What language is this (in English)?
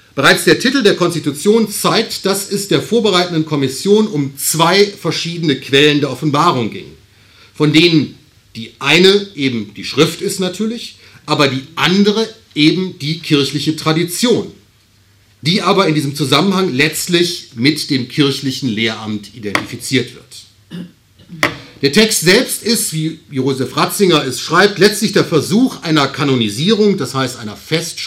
German